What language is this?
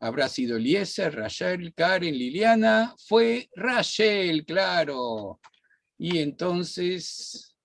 Ladino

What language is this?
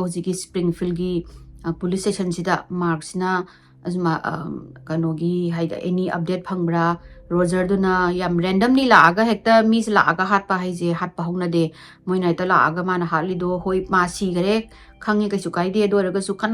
Manipuri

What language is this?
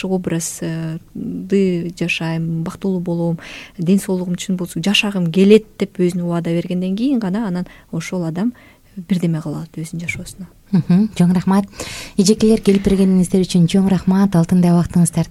Kyrgyz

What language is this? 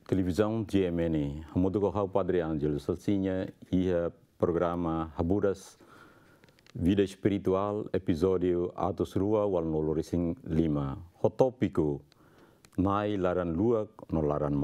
Tetum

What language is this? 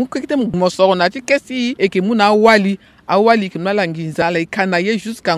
Sango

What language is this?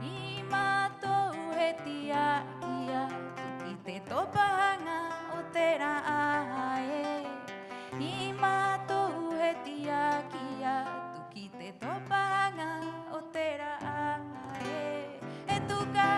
Rapanui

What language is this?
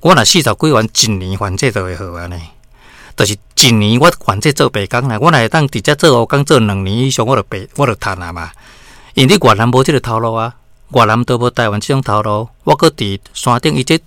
Min Nan Chinese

